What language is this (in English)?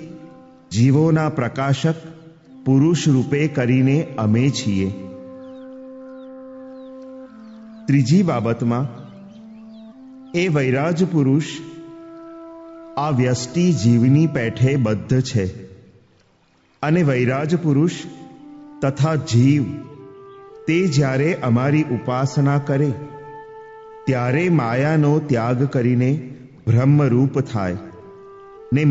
Gujarati